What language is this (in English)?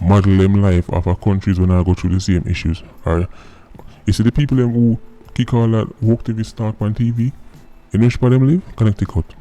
Jamaican Creole English